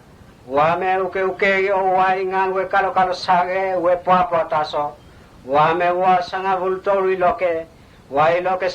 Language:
Mota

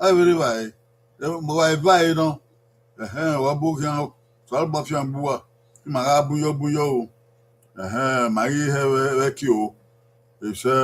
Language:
Bini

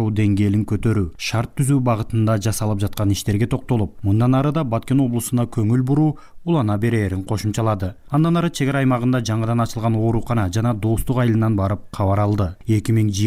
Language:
Kyrgyz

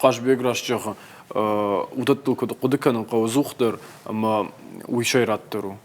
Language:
Ossetic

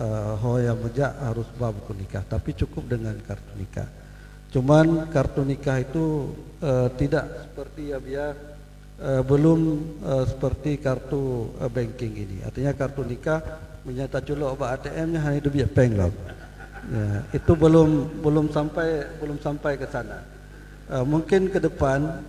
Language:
Achinese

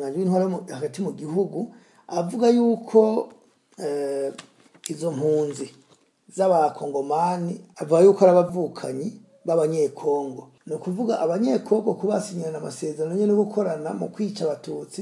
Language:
Rundi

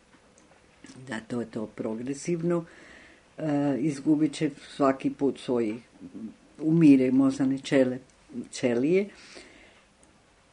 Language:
Croatian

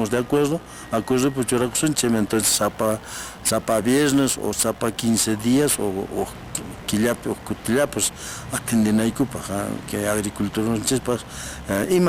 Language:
Quechua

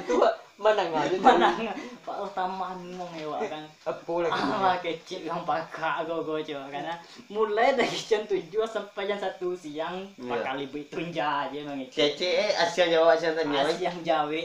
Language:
Minangkabau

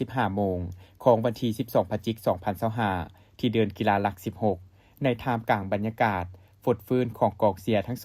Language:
Lao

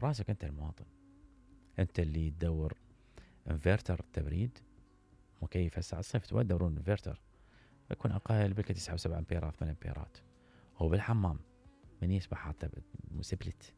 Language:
Mesopotamian Arabic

